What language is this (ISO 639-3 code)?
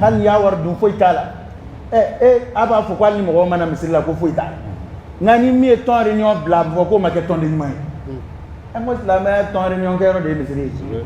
dyu